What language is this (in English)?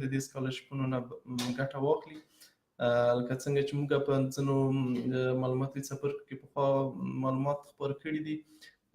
Pashto